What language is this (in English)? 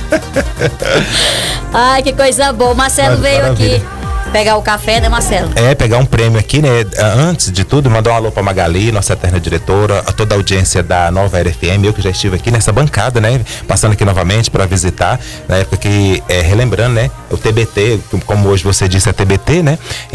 Portuguese